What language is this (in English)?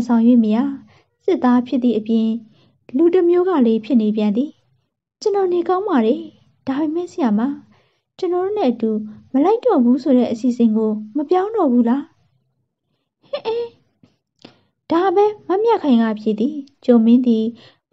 Burmese